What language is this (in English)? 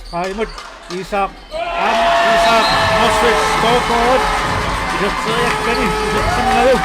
Kalaallisut